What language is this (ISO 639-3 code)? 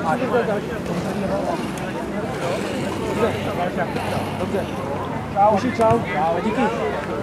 ces